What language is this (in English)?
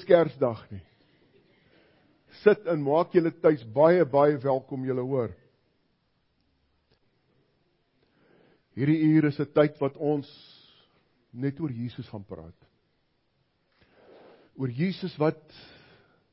Afrikaans